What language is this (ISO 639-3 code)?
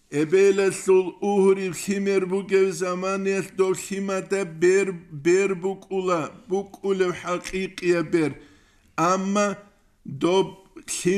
ava